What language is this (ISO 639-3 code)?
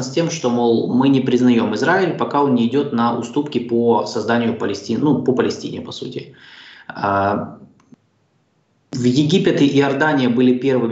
rus